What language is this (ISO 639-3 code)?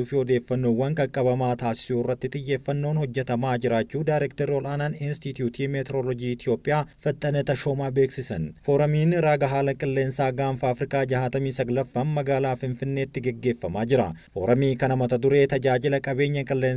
orm